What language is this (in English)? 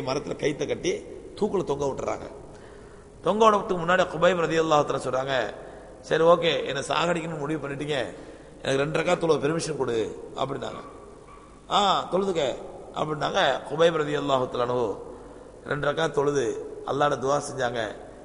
Tamil